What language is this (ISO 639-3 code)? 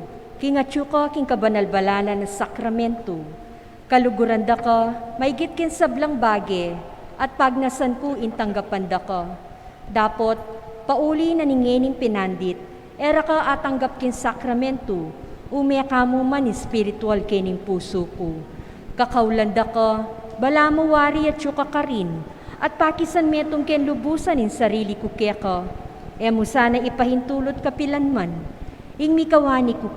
pam